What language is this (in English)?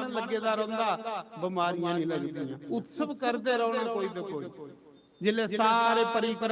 Dogri